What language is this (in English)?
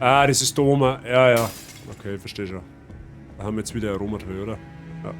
Bavarian